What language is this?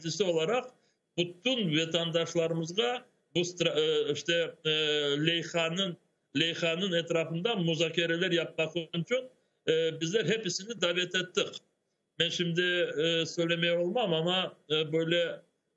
Crimean Tatar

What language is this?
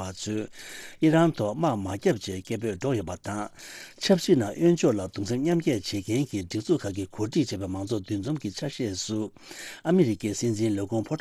Tibetan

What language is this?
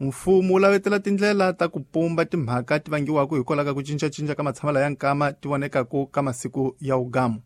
Tsonga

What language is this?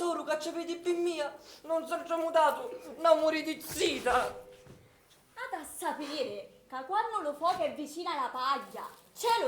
Sicilian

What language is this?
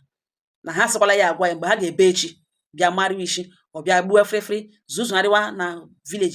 Igbo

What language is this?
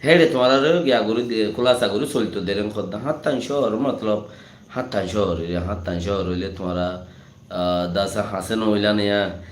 Rohingya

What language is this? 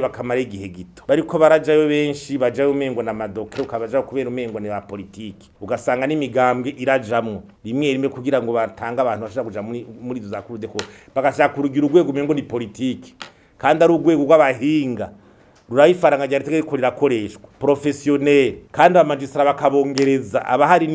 Rundi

